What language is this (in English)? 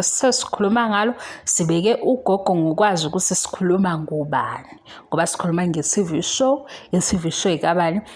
Zulu